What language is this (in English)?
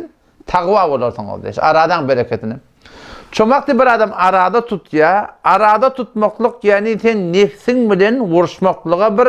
Turkmen